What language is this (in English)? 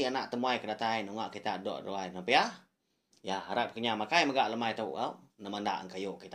Iban